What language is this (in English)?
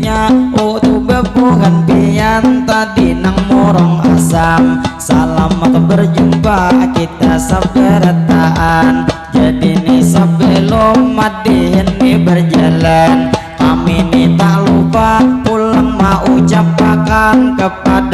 Banjar